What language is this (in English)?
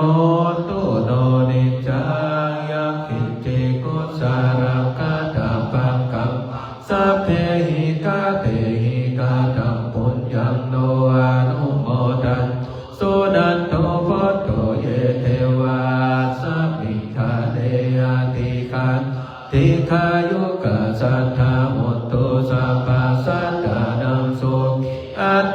Pali